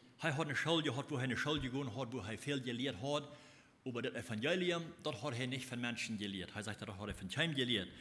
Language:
Plautdietsch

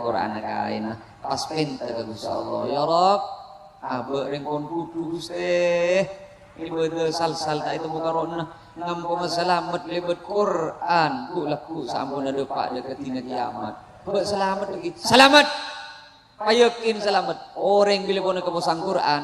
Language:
Madurese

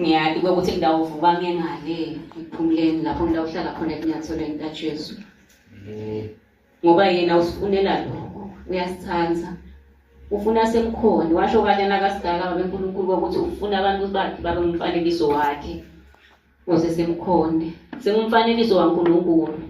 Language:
Swati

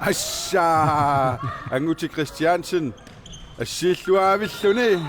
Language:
Kalaallisut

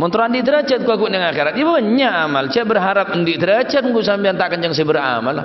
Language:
Madurese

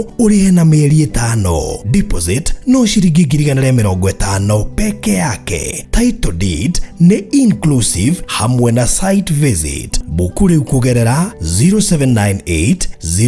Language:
Kikuyu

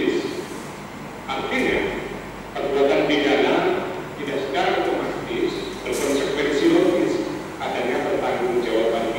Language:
Indonesian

